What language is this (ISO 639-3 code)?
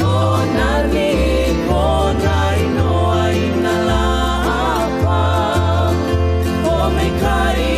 haw